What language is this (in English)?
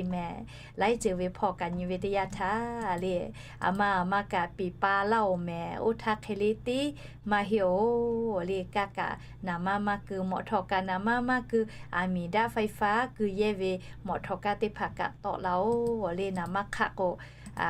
Lahu